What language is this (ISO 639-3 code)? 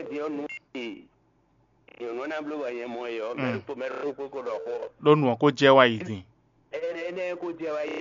fon